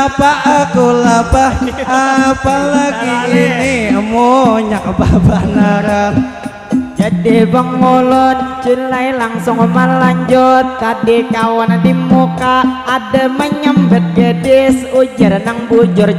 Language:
Banjar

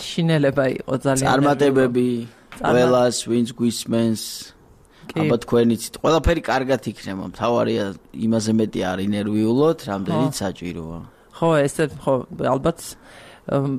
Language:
Georgian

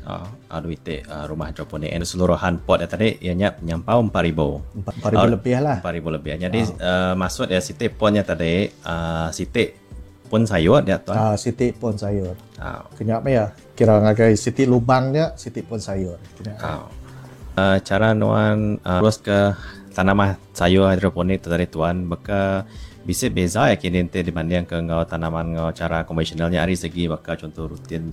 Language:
Iban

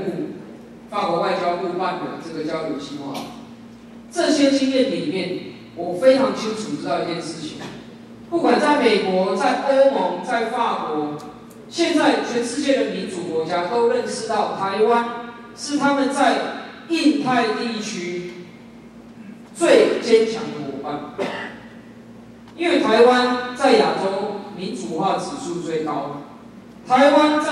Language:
Chinese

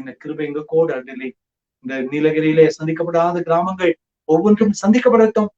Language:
Badaga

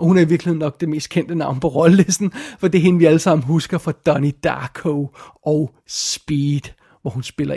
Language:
Danish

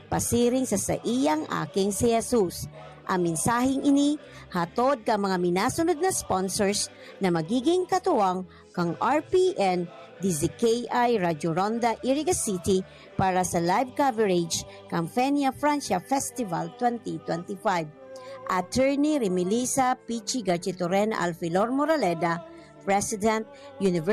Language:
Bikol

